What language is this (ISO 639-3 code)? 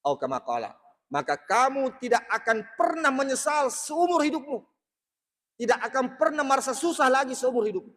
bug